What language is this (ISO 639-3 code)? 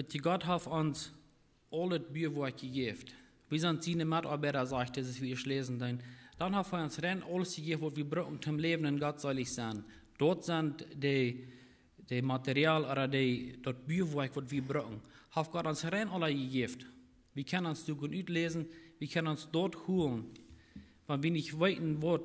pdt